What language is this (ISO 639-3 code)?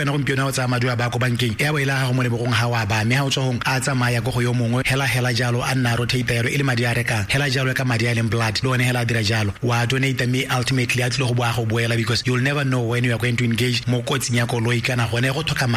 tsn